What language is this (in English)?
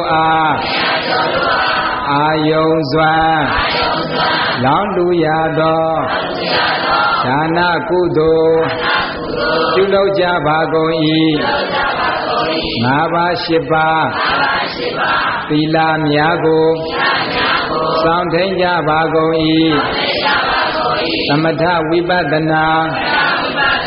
Burmese